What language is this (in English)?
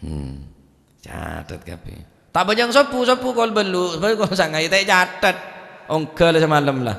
Madurese